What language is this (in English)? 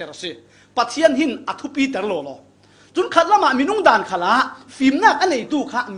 Falam Chin